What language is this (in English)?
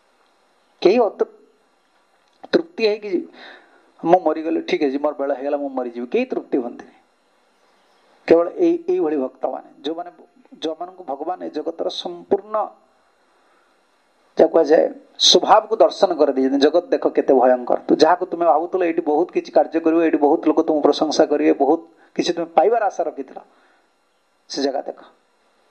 Odia